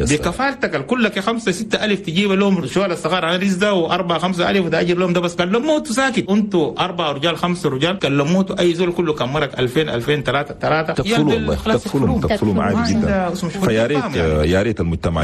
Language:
Chadian Arabic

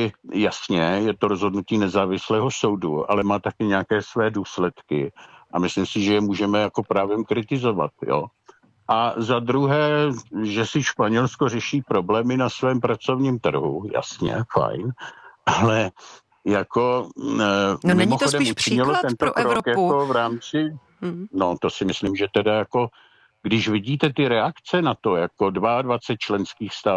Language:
Czech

